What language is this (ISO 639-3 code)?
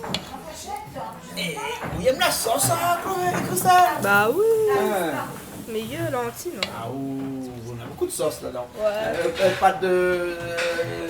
rcf